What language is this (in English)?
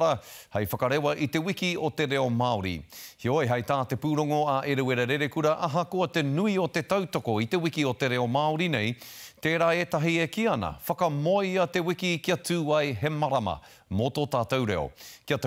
Māori